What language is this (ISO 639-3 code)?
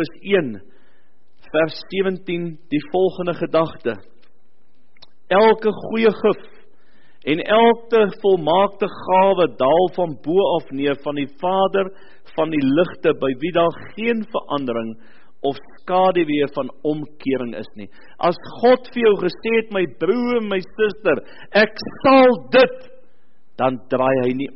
afr